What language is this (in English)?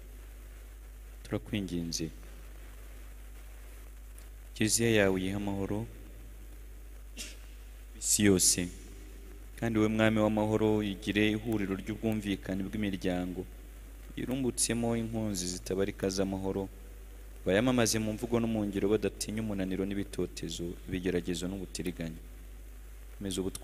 Kinyarwanda